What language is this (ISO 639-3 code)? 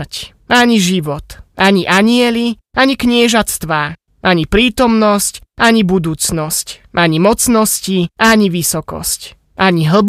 slk